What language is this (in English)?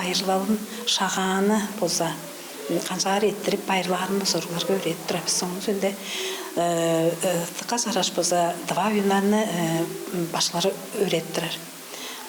Tuvinian